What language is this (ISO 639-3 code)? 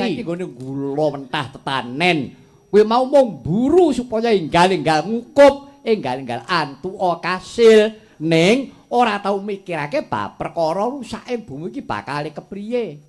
jav